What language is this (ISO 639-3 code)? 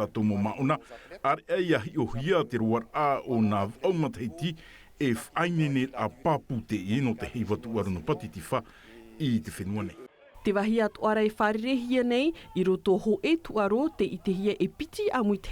tah